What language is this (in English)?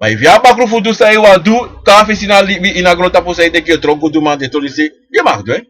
Sranan Tongo